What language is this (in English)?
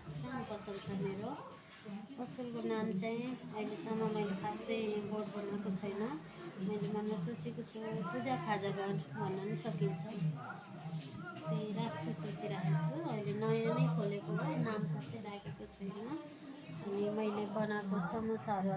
Nepali